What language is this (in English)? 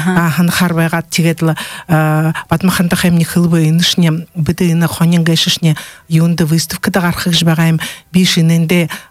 Buriat